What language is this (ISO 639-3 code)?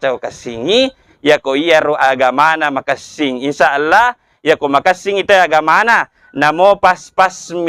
bug